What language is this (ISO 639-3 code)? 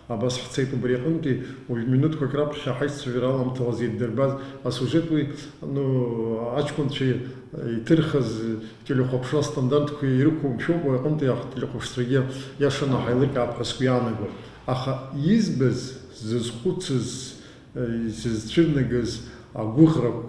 abk